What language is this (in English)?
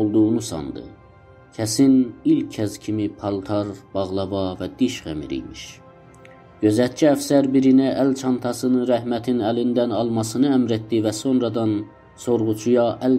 South Azerbaijani